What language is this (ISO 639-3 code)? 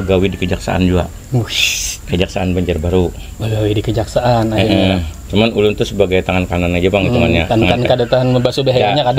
bjn